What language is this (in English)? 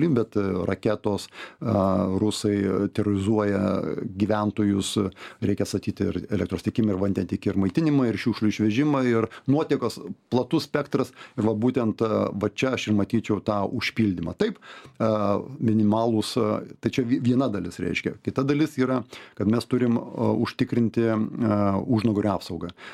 Lithuanian